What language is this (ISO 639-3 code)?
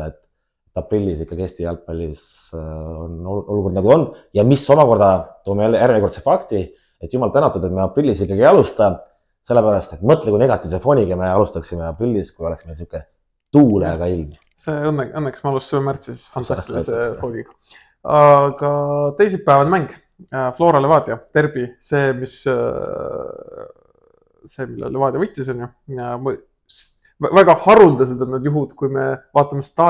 est